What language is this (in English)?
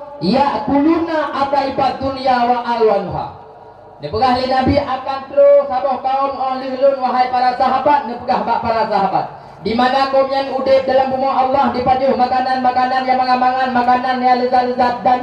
Achinese